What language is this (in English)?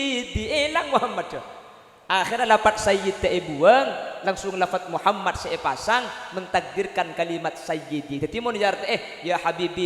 Madurese